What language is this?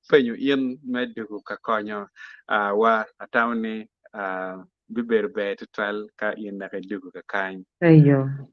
Acoli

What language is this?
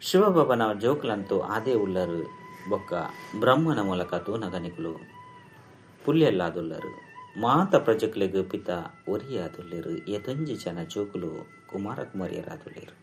Tulu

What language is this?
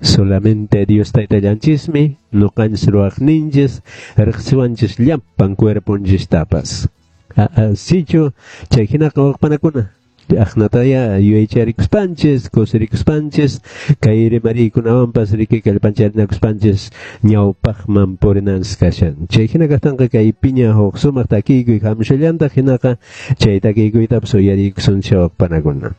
Quechua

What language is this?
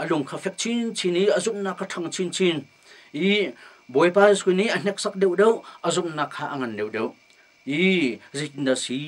Hakha Chin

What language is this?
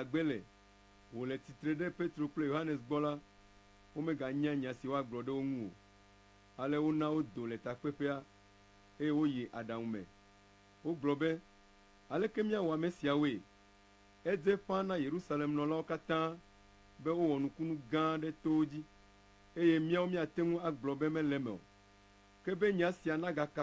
Ewe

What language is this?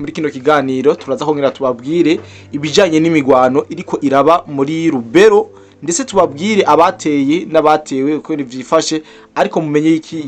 Rundi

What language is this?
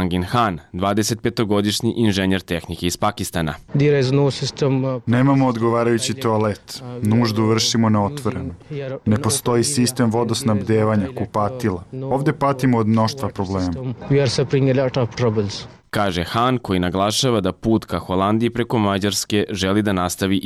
Serbian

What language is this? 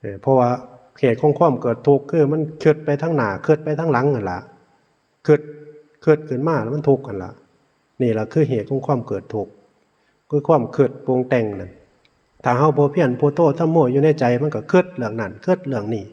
Northeastern Thai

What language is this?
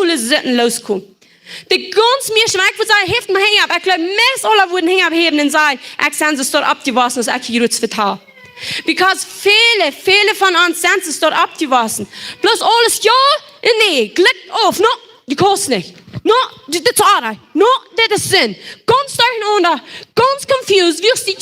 Plautdietsch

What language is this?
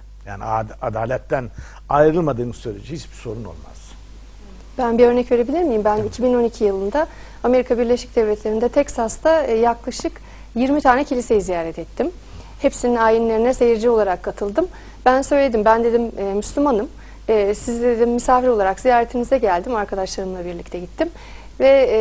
Turkish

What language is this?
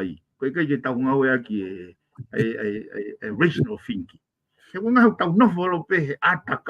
Tongan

